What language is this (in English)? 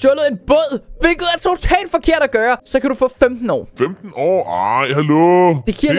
Danish